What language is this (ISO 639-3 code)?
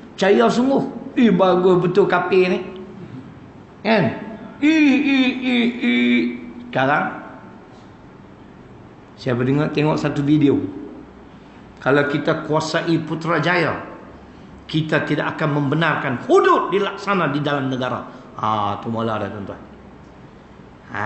msa